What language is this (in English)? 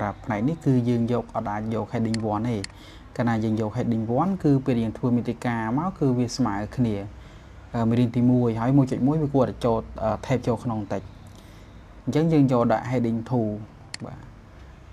Khmer